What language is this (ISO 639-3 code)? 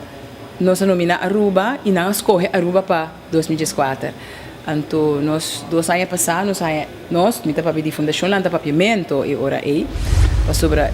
pap